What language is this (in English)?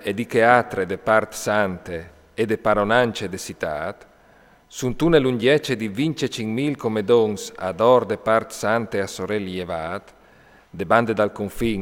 Friulian